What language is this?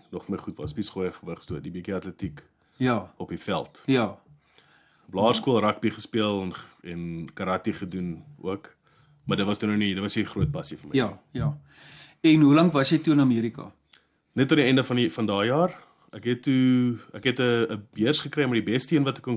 Afrikaans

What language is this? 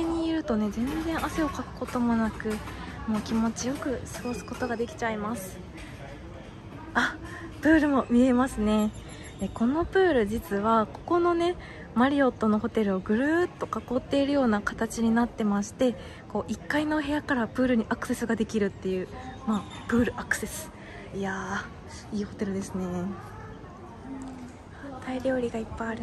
Japanese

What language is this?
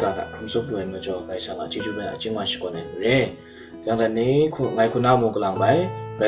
Kachin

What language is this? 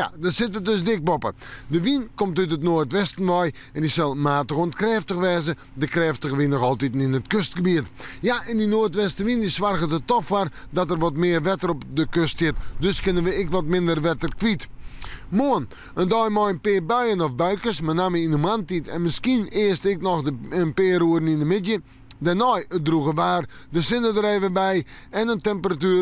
Western Frisian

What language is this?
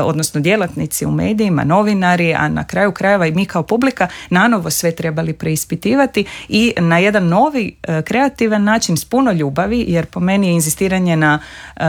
Croatian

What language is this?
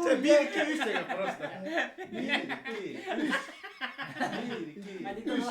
Yakut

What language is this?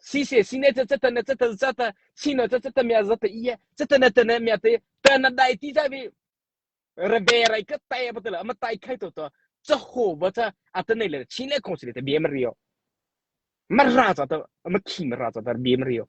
Mara Chin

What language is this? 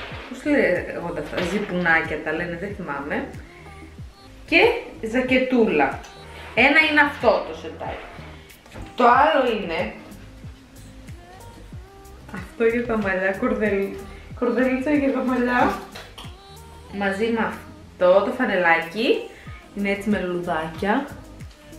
Greek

